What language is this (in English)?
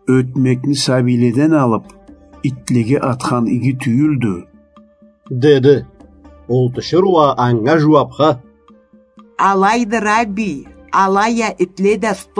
Karachay-Balkar